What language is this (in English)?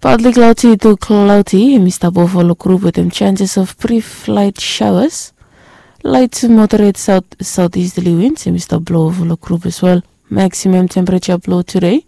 Bislama